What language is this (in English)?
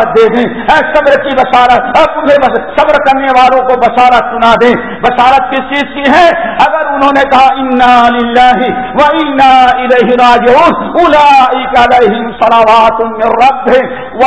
Urdu